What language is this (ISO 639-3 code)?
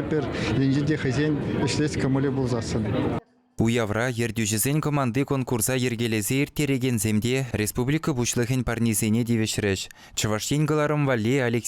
chv